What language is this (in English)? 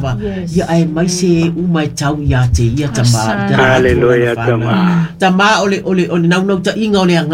Samoan